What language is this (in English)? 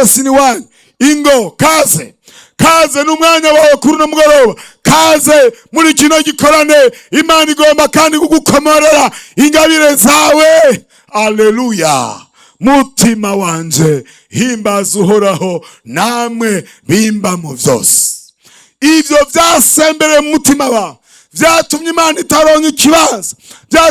Rundi